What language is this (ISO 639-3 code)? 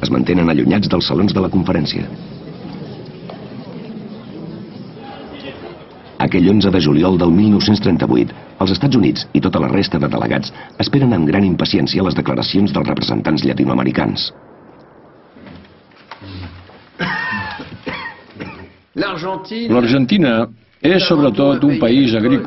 cat